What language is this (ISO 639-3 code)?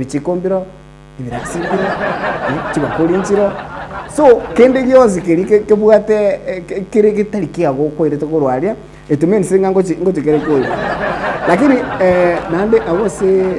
guz